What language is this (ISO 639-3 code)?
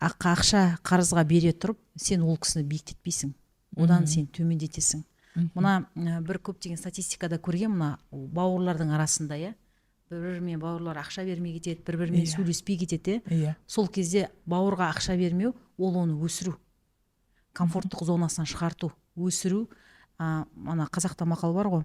kaz